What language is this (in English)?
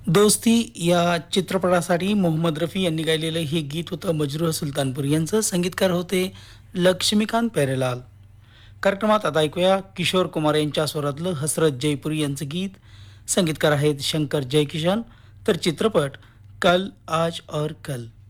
Marathi